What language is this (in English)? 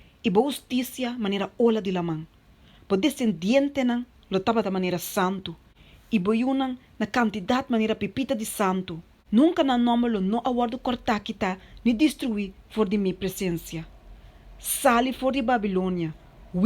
Papiamento